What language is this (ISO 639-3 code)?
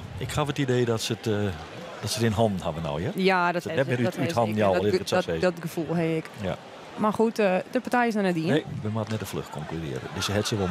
fry